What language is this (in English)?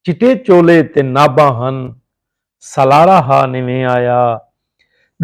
Saraiki